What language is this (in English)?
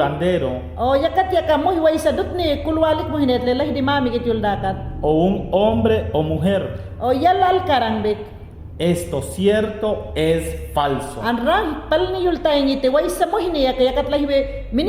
Mayangna